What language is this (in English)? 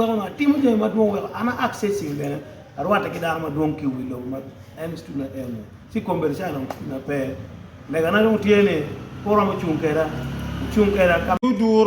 Acoli